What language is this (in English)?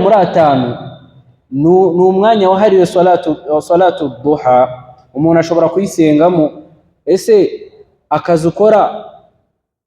Kinyarwanda